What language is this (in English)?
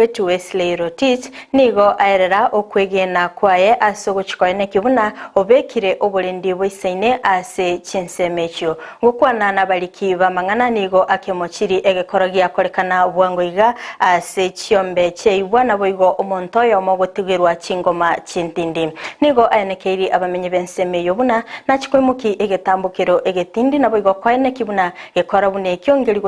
Gusii